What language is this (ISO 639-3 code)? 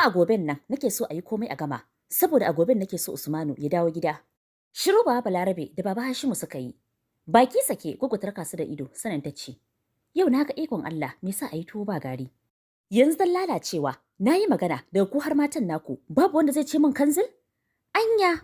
hau